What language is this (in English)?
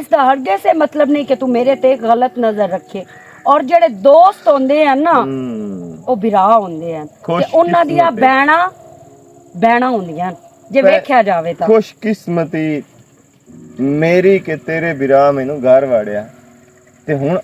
Western Panjabi